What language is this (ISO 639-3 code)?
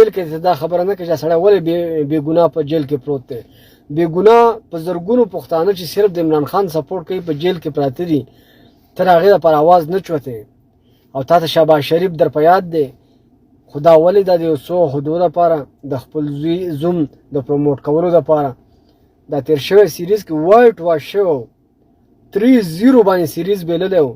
pus